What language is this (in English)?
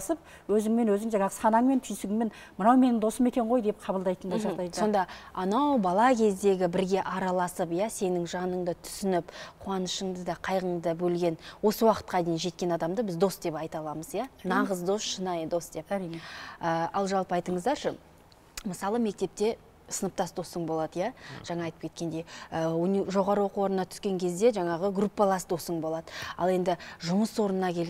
Kazakh